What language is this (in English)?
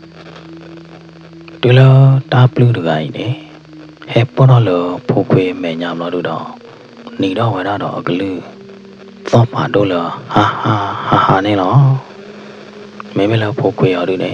S'gaw Karen